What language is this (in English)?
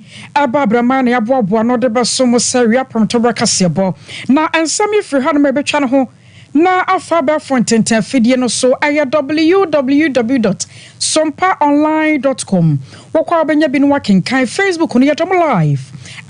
Akan